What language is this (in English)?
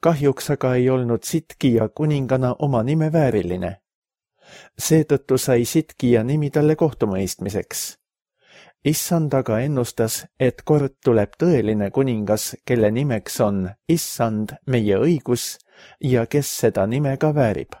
Estonian